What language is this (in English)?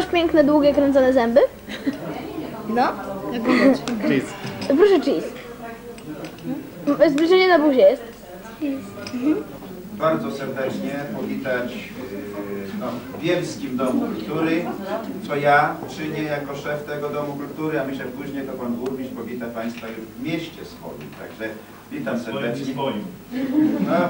Polish